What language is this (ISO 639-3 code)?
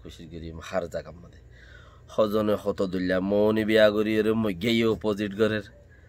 rhg